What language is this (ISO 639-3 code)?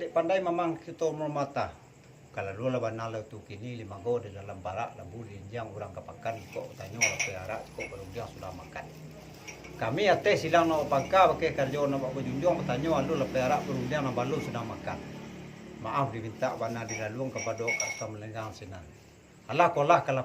min